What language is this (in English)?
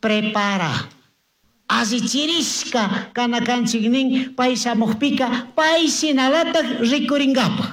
Chimborazo Highland Quichua